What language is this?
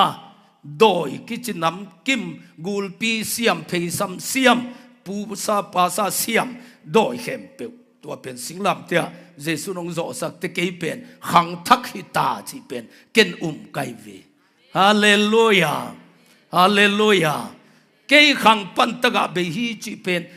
Tedim Chin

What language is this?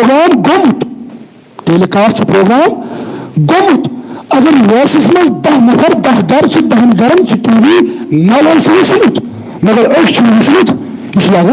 Kashmiri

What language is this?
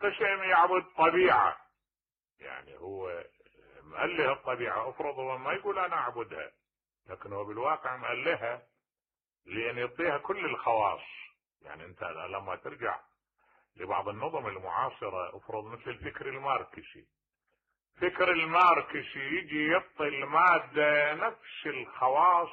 Mesopotamian Arabic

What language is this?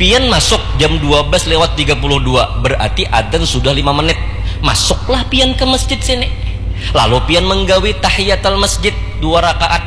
Banjar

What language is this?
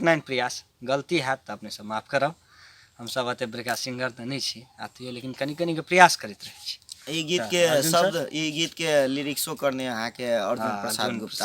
Maithili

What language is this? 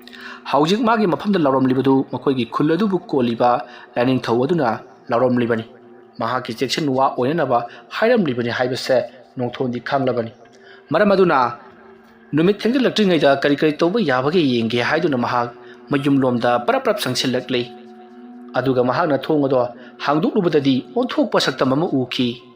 Manipuri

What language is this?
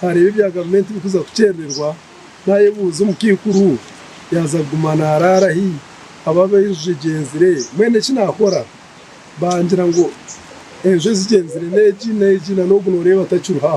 Nyankole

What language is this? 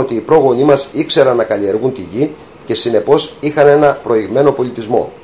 Greek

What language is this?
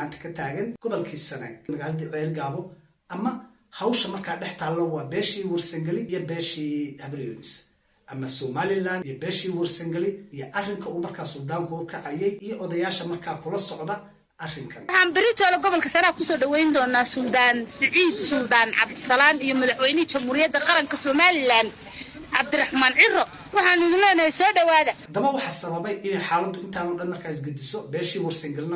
Somali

